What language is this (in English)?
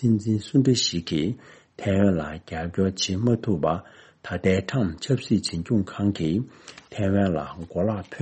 Tibetan